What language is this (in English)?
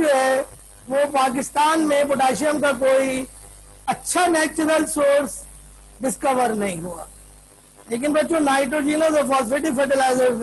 Hindi